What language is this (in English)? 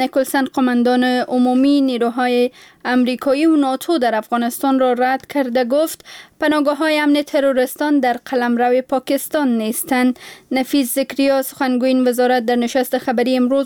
Persian